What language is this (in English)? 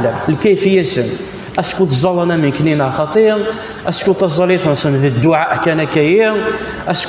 Kabyle